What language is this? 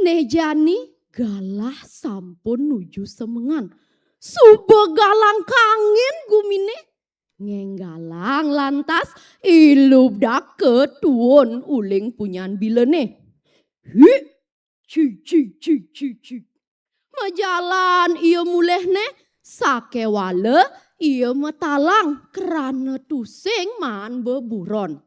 Balinese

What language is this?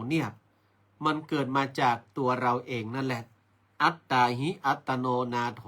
Northern Thai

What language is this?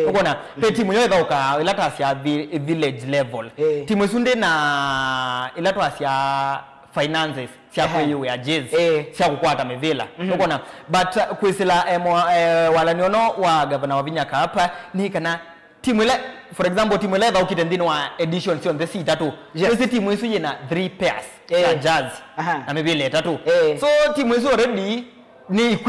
Kamba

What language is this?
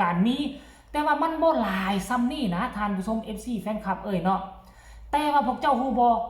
Northeastern Thai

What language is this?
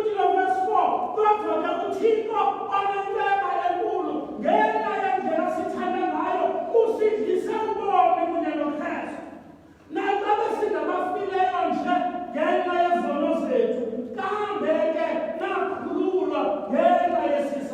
Xhosa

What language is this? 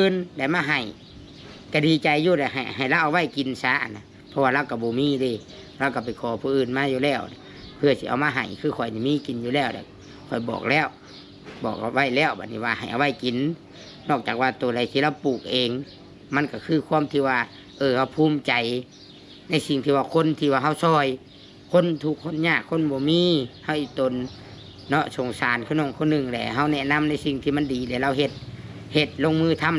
Lao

